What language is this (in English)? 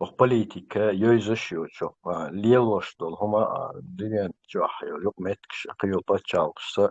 Chechen